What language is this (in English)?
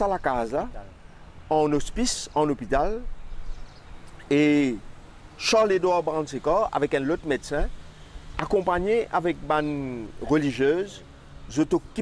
French